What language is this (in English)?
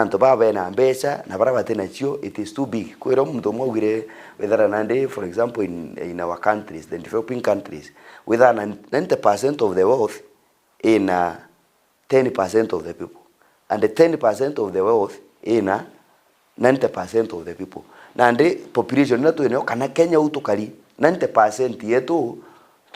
Meru